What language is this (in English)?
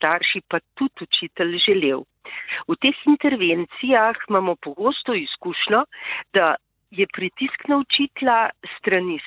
Slovenian